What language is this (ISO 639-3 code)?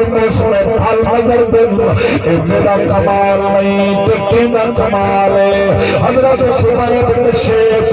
skr